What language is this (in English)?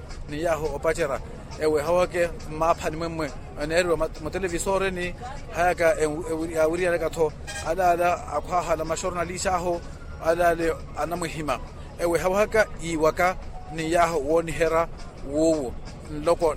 Makhuwa